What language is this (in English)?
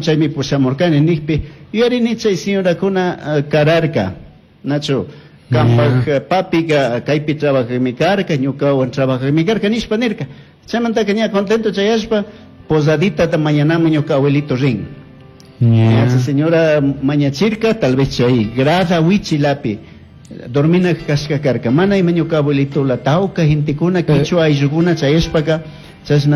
Chimborazo Highland Quichua